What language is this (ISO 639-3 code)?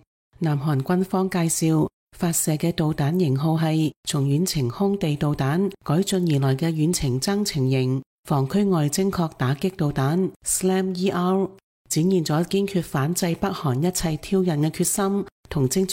yue